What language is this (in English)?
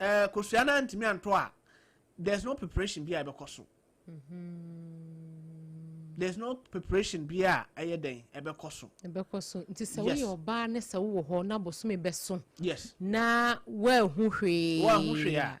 Akan